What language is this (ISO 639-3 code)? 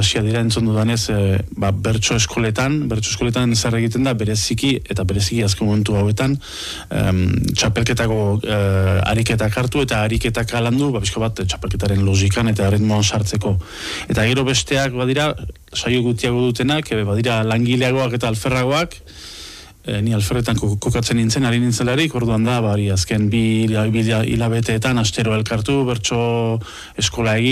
eus